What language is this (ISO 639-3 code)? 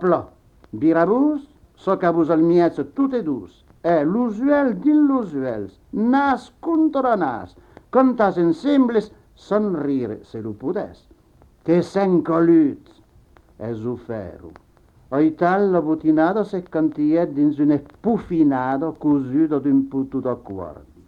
oci